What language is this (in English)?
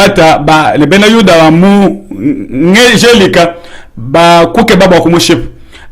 Luba-Lulua